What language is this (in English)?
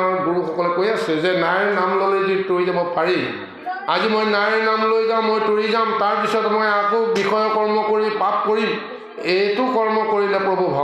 Assamese